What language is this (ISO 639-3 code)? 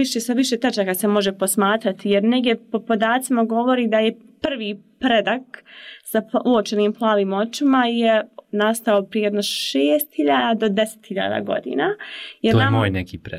bos